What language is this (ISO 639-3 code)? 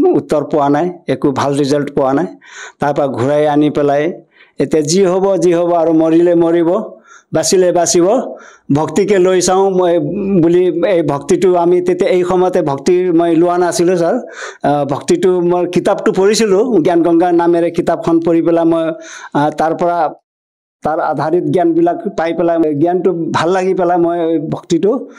asm